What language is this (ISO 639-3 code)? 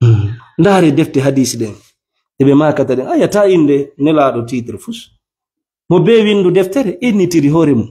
ful